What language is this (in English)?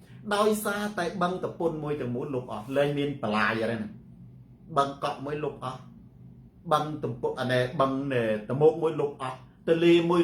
Khmer